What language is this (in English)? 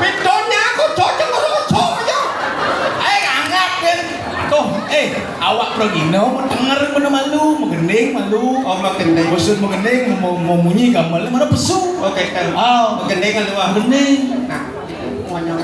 Balinese